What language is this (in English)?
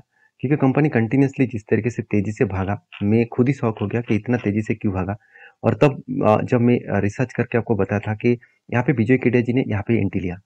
Hindi